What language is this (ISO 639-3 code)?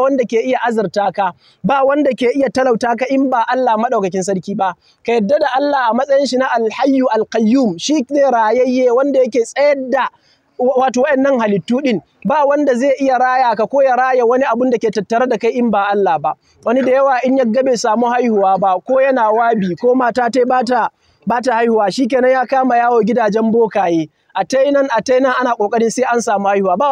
hau